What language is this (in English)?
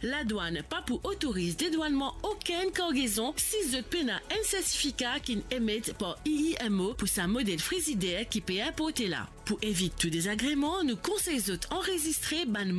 Morisyen